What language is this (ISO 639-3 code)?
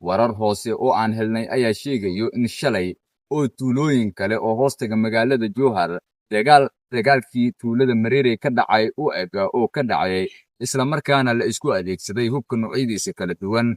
som